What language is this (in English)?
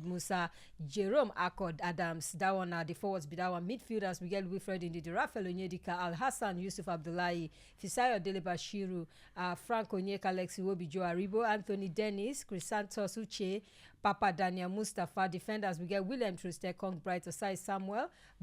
Nigerian Pidgin